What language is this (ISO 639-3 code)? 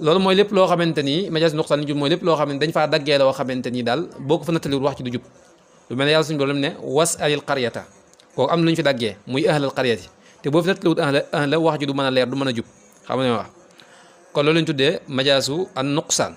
wol